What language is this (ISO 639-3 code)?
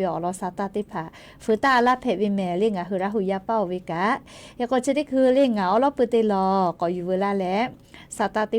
lhu